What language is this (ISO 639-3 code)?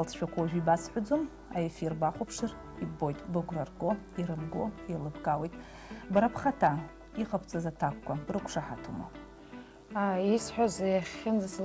abk